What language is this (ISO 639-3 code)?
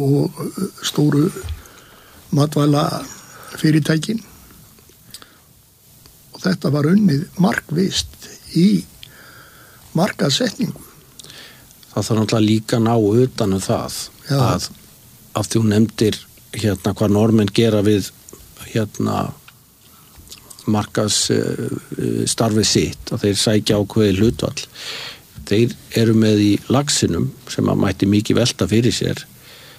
isl